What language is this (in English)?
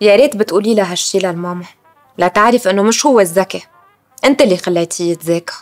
North Levantine Arabic